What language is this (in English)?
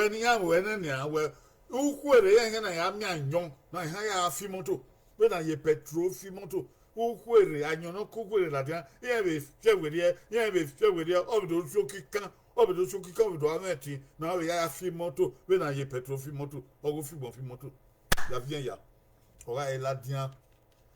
Bini